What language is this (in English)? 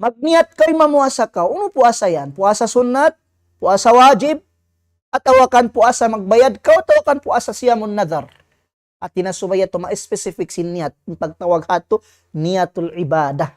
Tausug